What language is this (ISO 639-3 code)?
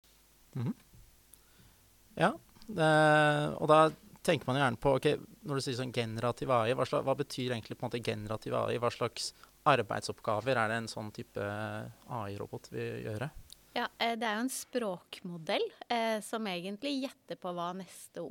nor